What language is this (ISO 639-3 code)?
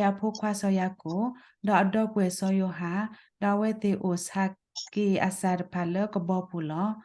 ksw